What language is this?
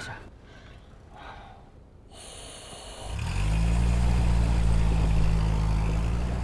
Chinese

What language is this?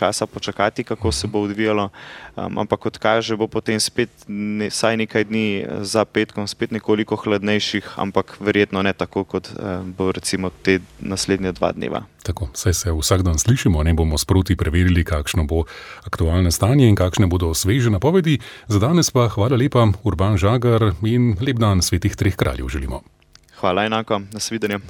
Slovenian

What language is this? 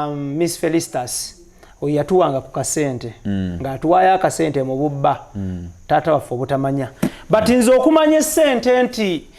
Ganda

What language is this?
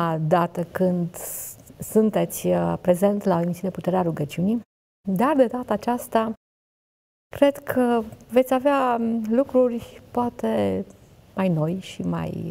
Romanian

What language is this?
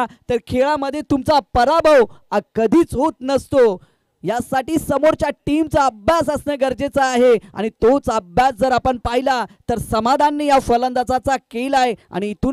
Marathi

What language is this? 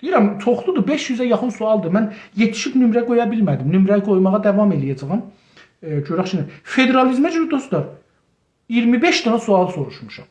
South Azerbaijani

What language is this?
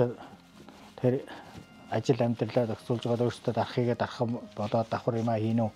Mongolian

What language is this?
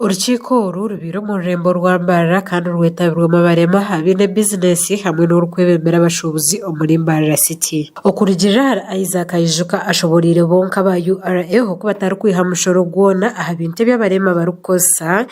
Nyankole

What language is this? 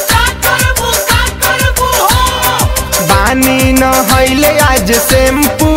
Bhojpuri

